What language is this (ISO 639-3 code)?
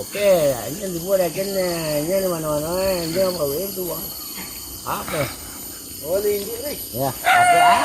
min